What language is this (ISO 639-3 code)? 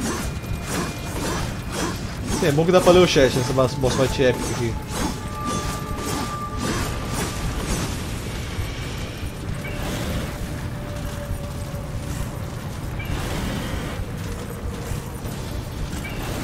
por